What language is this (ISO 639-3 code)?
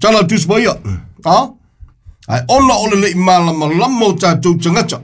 smo